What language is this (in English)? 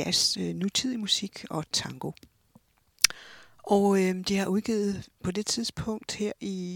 Danish